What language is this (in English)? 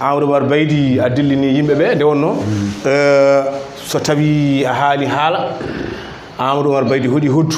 Fula